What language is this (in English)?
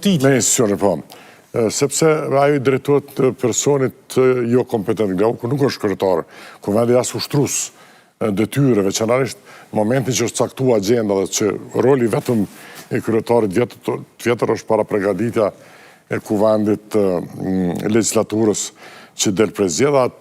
Albanian